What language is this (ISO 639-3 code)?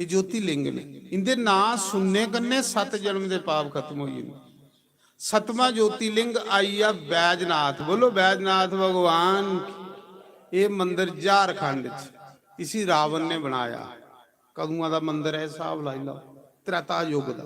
doi